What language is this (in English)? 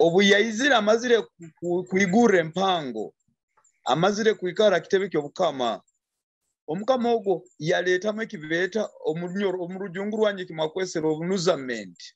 Nyoro